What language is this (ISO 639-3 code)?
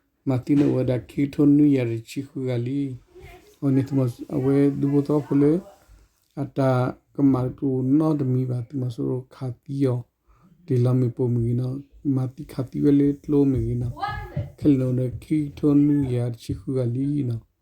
ksw